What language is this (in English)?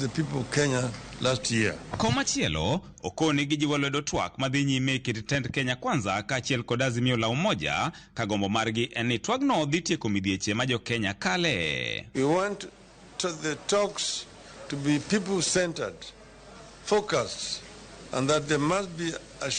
Luo (Kenya and Tanzania)